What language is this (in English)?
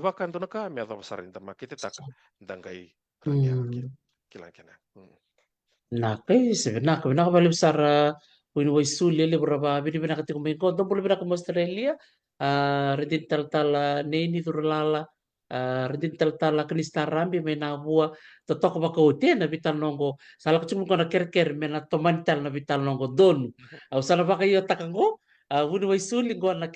Fijian